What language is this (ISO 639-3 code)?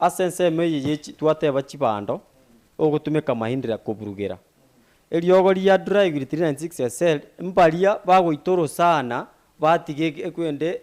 guz